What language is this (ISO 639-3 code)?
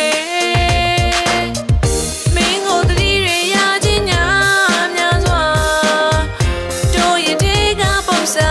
mya